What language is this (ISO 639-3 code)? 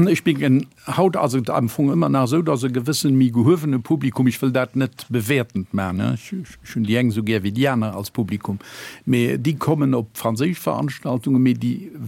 ltz